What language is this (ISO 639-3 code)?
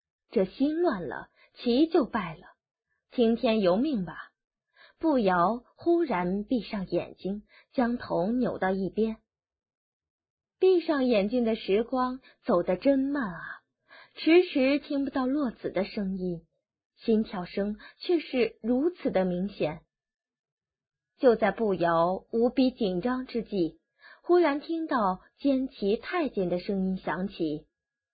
zho